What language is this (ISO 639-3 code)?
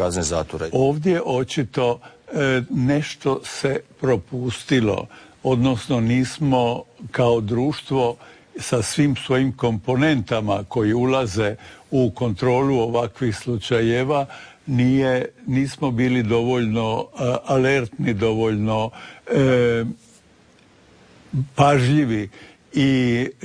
hrv